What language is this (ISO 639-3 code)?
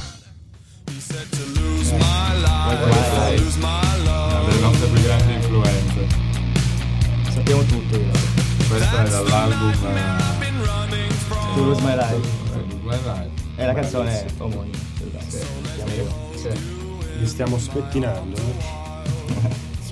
ita